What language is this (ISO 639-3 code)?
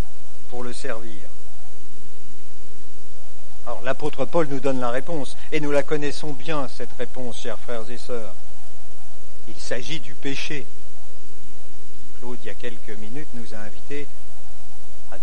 fra